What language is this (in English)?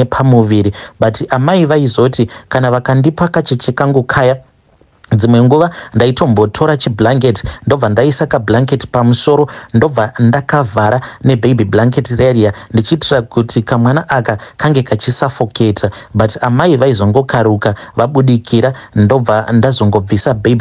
Shona